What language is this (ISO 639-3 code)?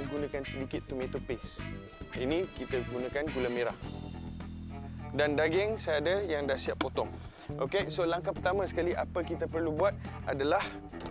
msa